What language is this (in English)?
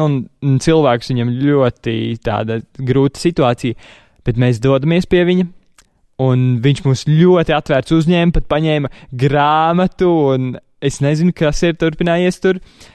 Latvian